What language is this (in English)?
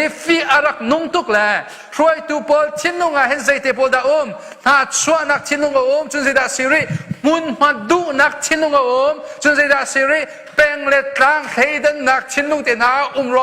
Hakha Chin